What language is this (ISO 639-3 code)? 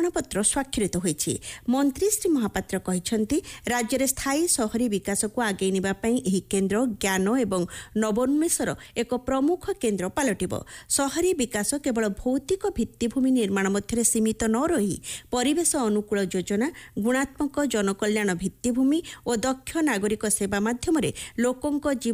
ori